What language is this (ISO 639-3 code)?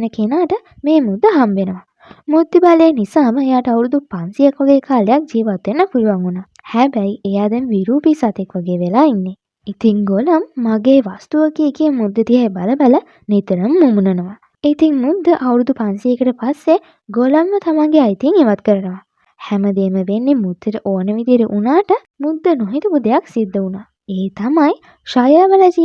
sin